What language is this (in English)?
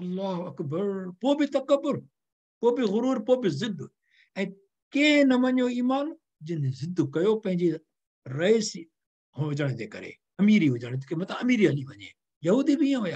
Sindhi